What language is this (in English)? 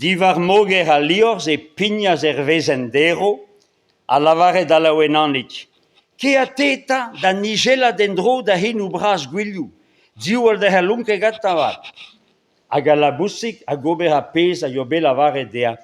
Breton